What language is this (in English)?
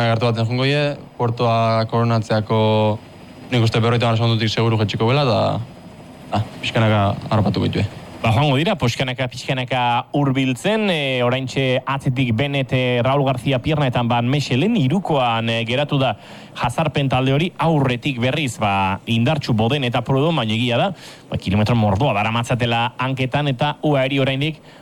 Basque